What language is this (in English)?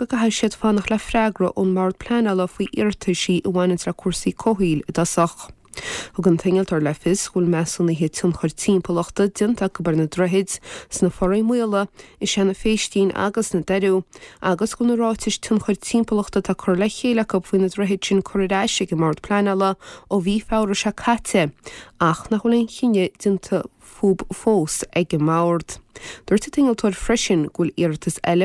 Irish